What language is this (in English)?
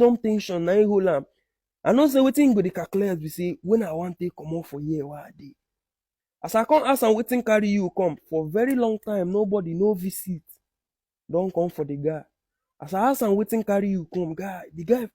Nigerian Pidgin